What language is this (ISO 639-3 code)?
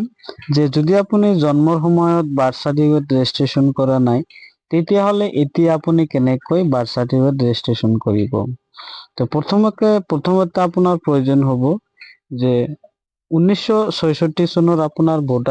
asm